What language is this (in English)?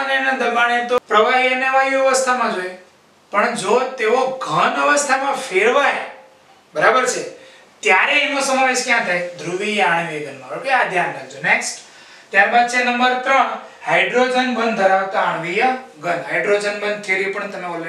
Gujarati